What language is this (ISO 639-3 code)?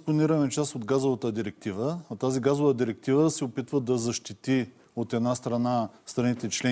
bul